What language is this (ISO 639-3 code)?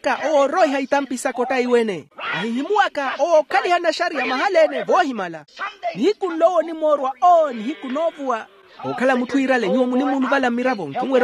vmw